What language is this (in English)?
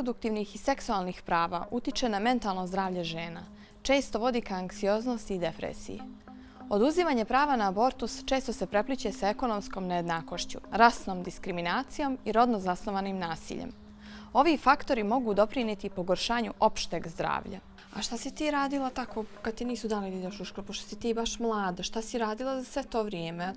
Bosnian